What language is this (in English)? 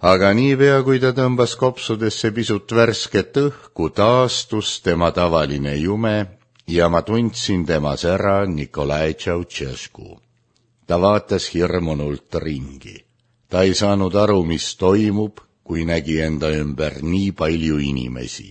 Estonian